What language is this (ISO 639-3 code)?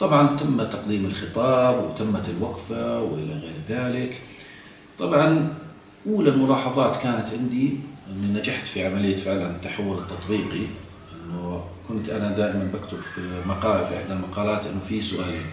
ajp